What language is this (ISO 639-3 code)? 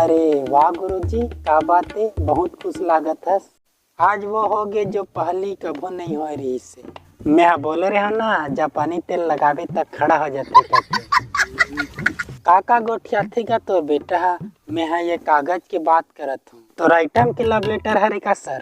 hne